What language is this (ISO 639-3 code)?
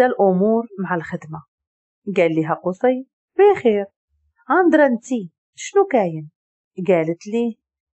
ary